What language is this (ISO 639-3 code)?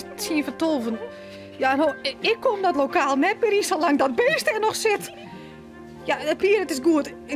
fry